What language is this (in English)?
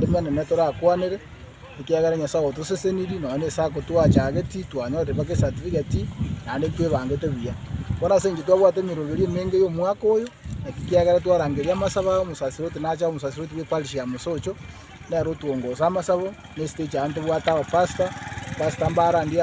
Gusii